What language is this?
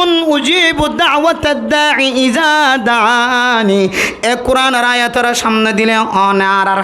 Rohingya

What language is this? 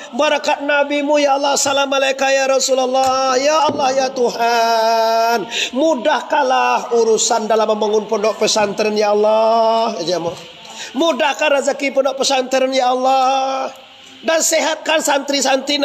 Minangkabau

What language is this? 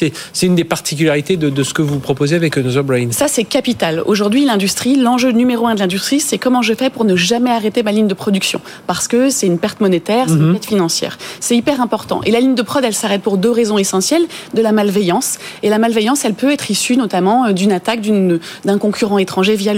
French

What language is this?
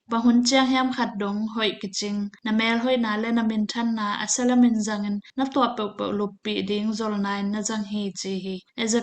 Tedim Chin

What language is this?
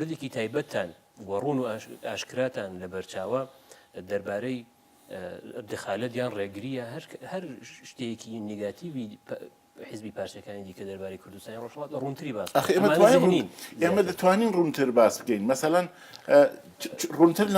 Central Kurdish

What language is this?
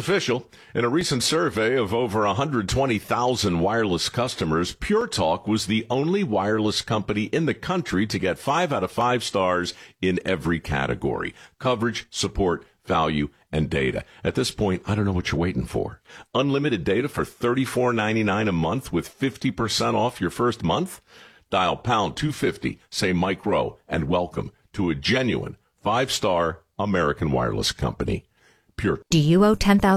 English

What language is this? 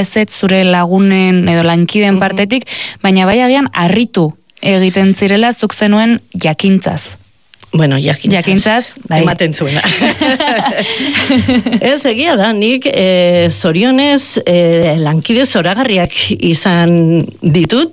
Basque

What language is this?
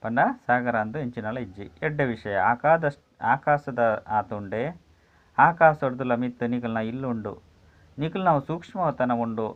Tulu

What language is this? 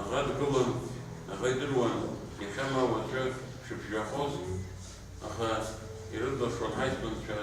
Abkhazian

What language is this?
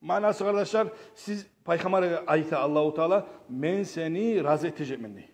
Kumyk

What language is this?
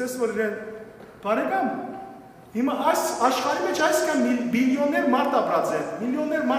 Western Armenian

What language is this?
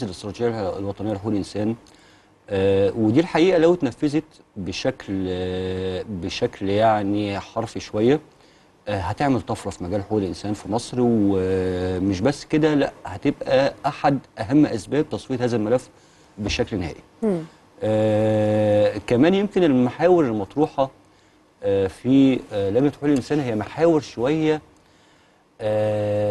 Egyptian Arabic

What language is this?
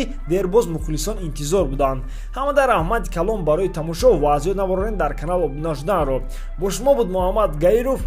Tajik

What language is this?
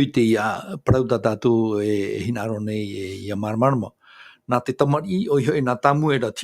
Tahitian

